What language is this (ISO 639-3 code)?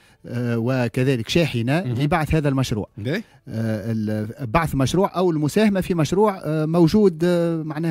aeb